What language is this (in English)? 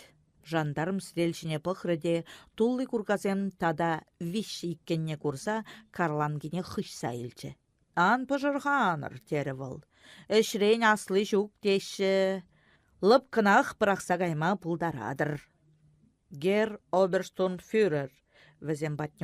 Chuvash